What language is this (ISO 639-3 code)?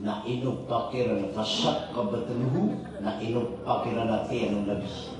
mrw